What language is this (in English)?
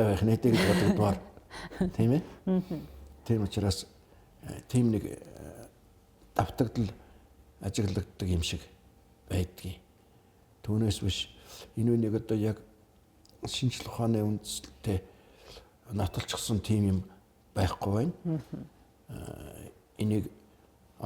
Mongolian